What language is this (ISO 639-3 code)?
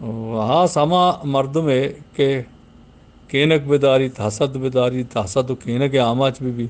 bgp